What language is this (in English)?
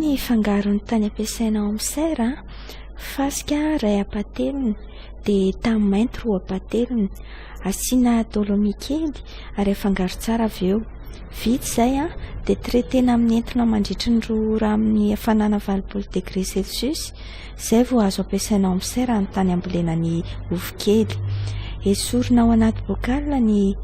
Malagasy